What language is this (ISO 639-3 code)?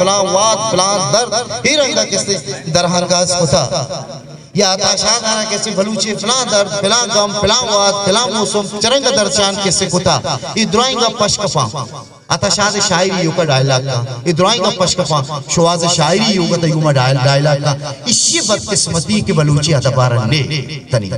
bgp